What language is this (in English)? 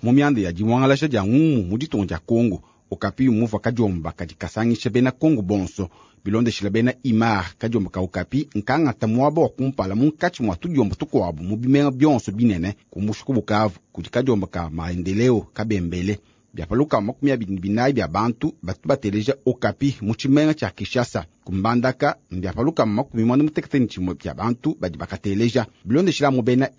Luba-Lulua